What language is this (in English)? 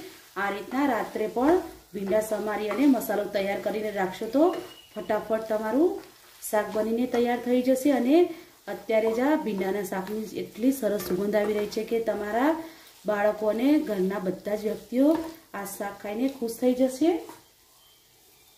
Gujarati